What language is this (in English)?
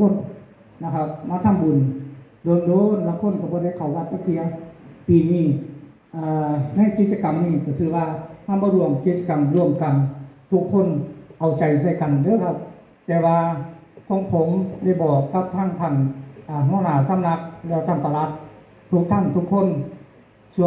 Northeastern Thai